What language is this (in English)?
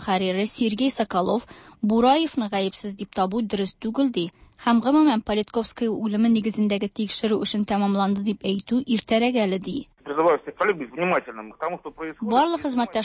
Tatar